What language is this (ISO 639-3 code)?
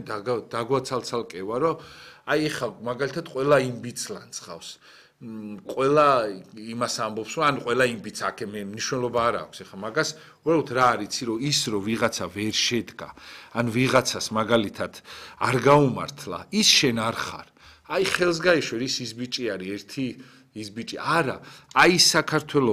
kat